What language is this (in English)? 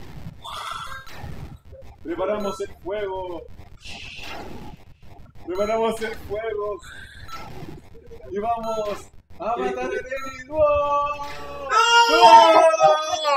Spanish